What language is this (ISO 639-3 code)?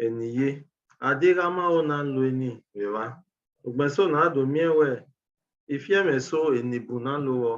bin